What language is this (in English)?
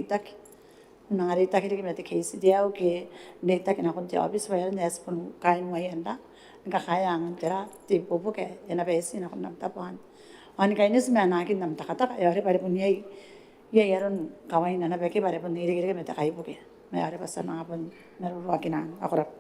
Gilbertese